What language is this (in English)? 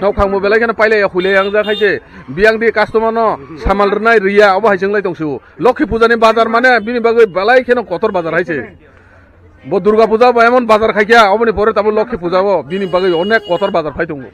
Kok Borok